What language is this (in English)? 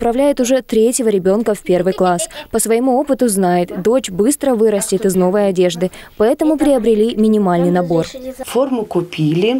Russian